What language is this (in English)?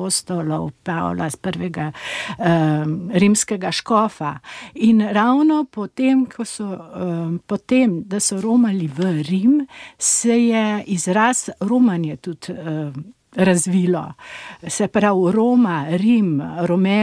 Slovenian